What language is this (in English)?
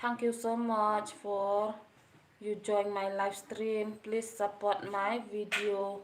Khasi